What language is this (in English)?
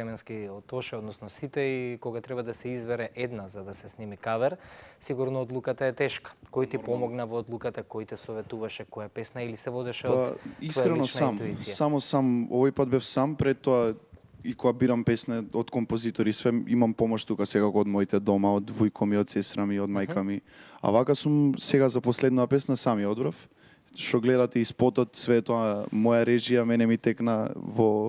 Macedonian